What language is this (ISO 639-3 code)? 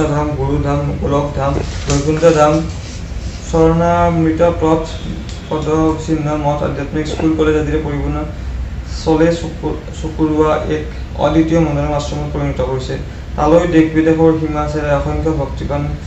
asm